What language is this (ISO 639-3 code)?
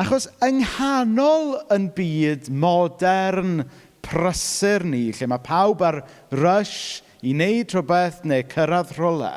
cym